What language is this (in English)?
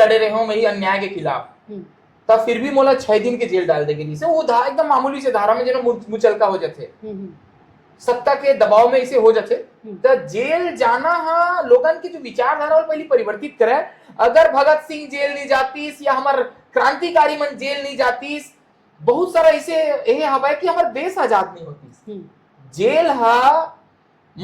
Chhattisgarhi